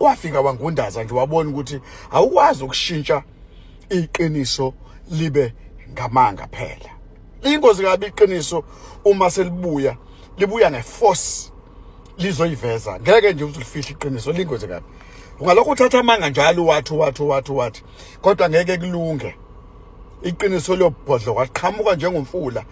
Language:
Zulu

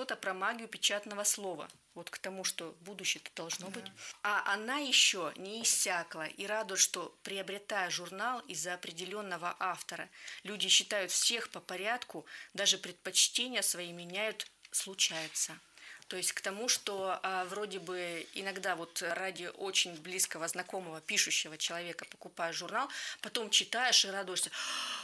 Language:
Russian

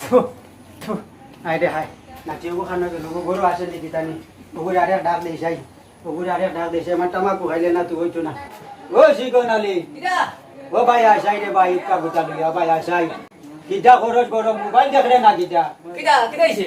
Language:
Sylheti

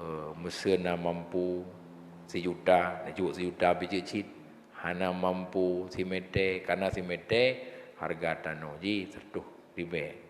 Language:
Achinese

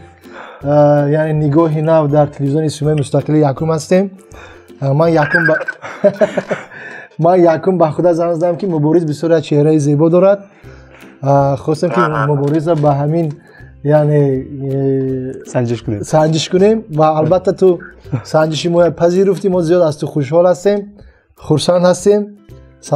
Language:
Tajik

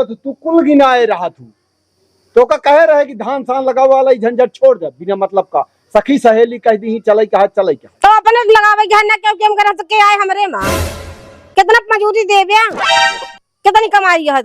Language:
Awadhi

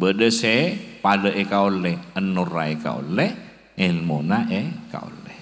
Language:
Madurese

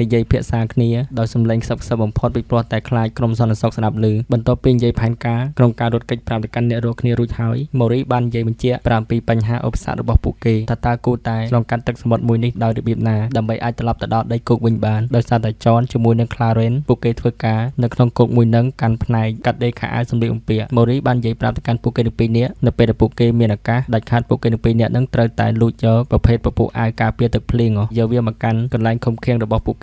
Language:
Khmer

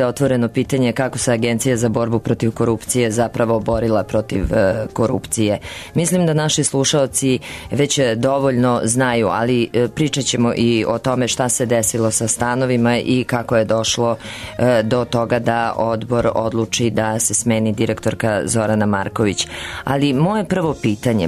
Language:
Serbian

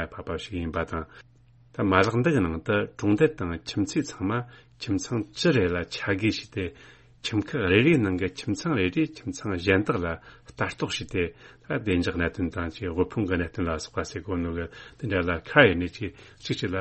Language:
Tibetan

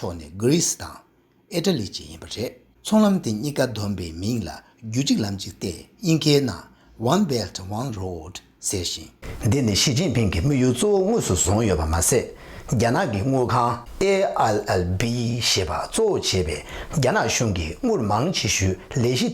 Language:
Tibetan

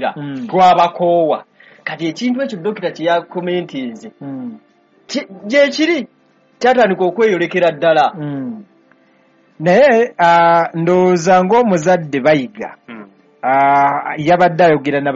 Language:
Ganda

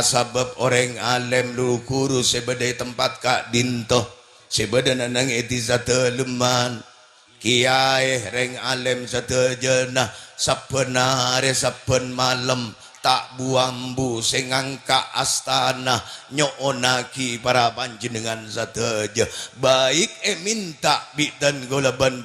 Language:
Madurese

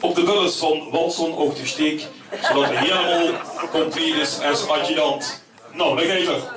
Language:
Limburgish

